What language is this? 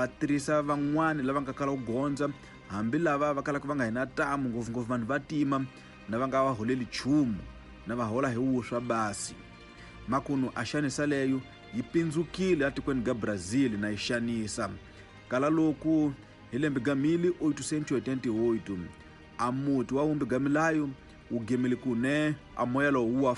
Tsonga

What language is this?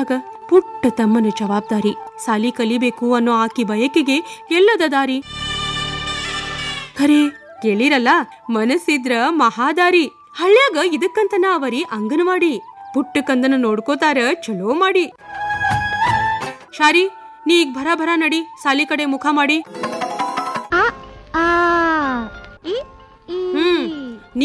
Kannada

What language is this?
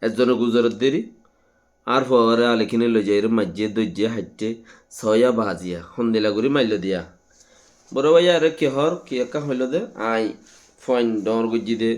Rohingya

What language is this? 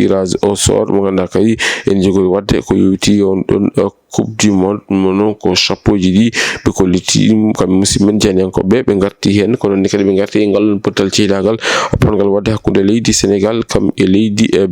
Fula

